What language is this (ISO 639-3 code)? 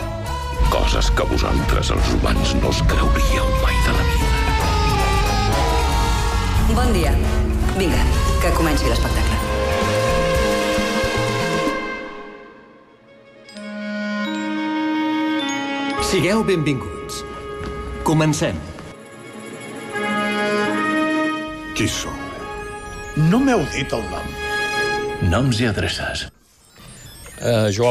cat